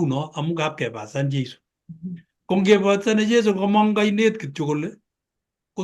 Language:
Kalenjin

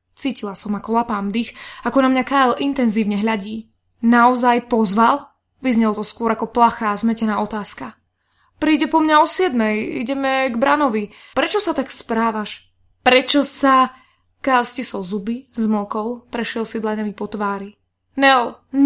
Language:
Slovak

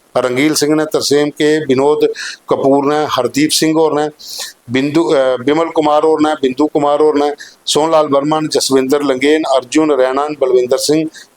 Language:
Dogri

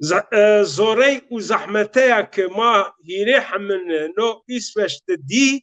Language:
Zaza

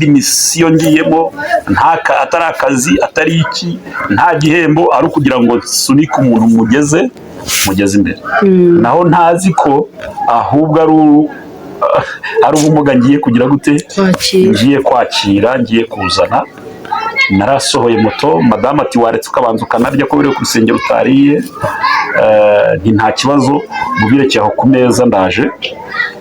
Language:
Kinyarwanda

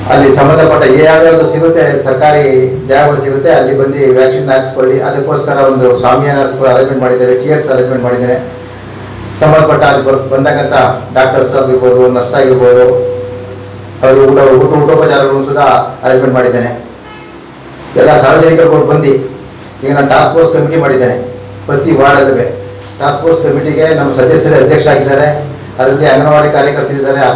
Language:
Kannada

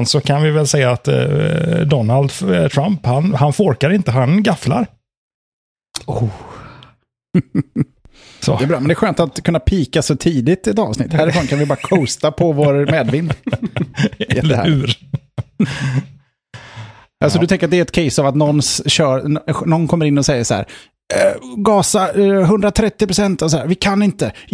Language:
Swedish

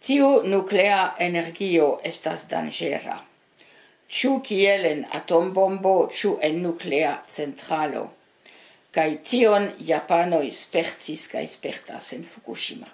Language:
Esperanto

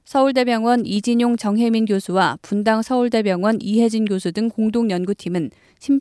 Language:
Korean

